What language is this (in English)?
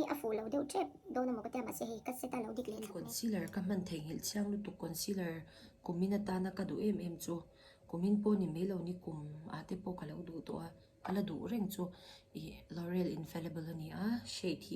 Mizo